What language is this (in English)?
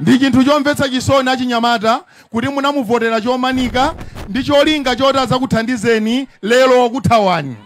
Nyanja